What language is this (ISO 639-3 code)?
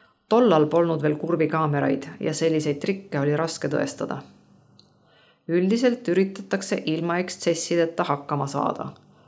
est